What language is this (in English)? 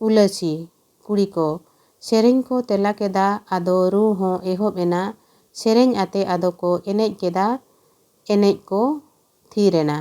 Santali